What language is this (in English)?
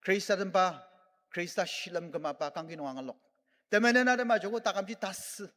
Ao Naga